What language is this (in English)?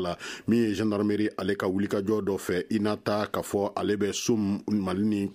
Bambara